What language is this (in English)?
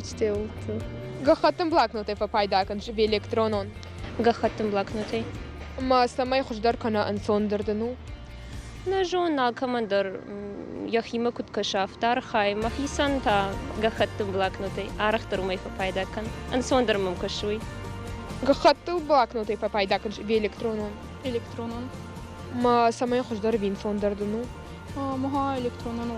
Ossetic